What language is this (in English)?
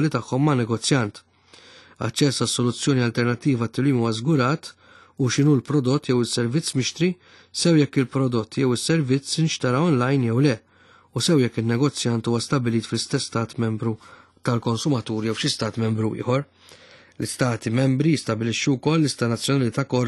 Maltese